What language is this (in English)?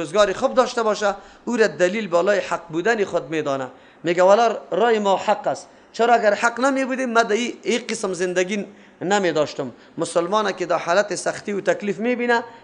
Persian